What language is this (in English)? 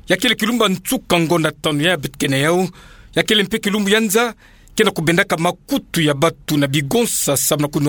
Kituba (Democratic Republic of Congo)